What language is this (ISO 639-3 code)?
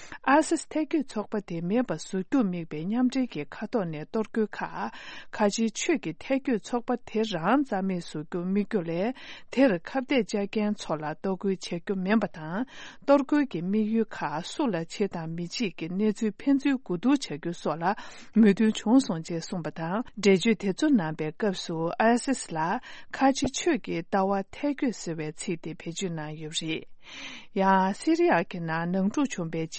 bod